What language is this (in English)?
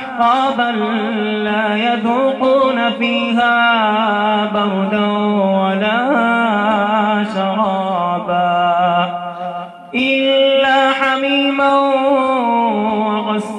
Arabic